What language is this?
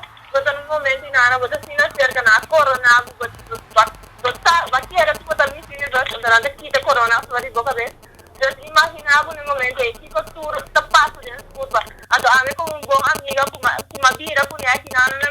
Papiamento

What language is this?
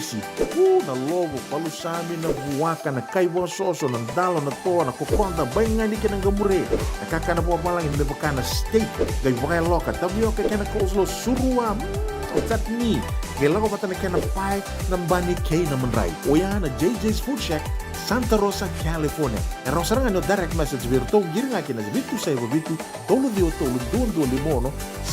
Fijian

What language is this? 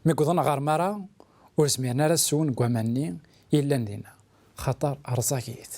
Kabyle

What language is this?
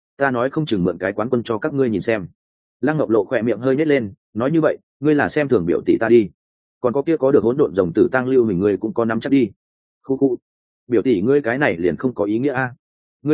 Vietnamese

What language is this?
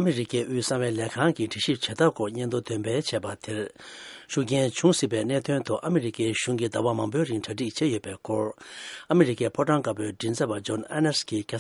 Tibetan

